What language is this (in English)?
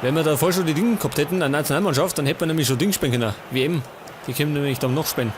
Bavarian